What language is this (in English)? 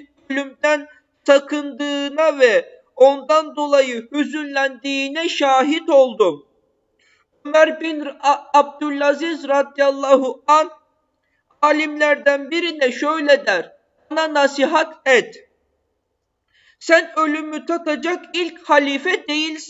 Turkish